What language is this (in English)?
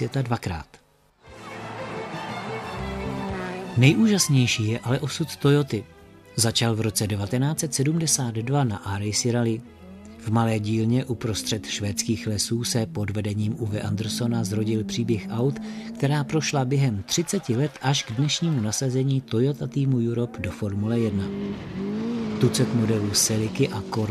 Czech